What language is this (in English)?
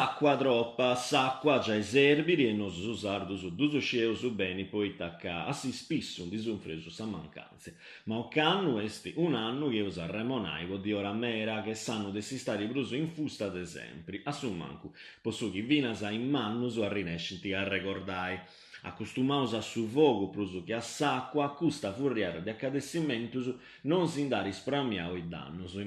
Sardinian